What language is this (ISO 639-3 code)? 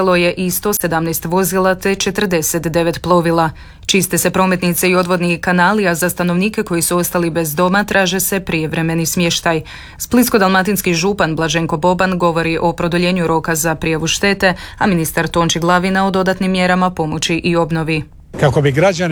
hrv